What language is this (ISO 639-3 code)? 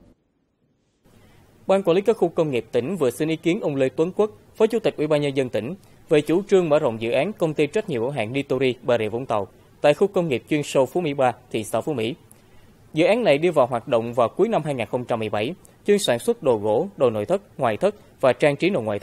vie